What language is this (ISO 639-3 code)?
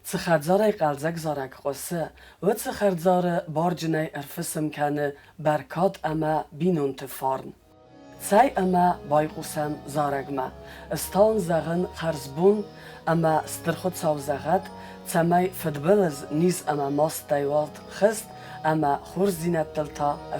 oss